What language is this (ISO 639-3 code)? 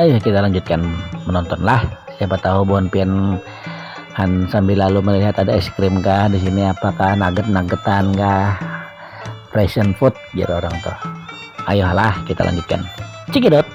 bjn